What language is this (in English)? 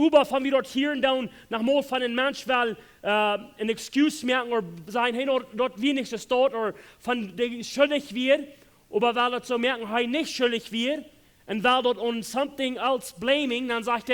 Plautdietsch